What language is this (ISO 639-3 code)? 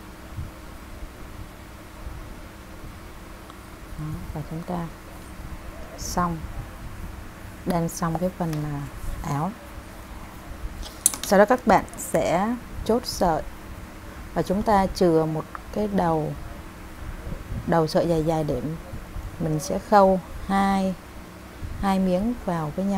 vie